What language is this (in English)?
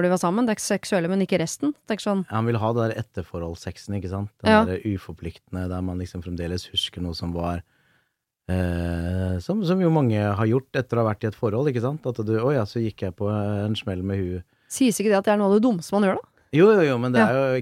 Norwegian